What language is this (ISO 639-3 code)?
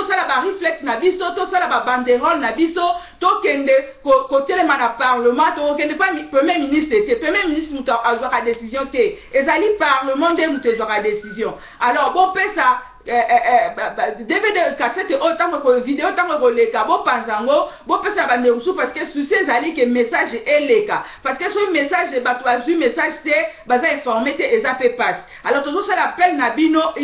lin